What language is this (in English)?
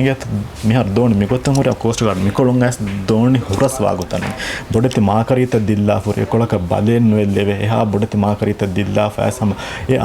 Divehi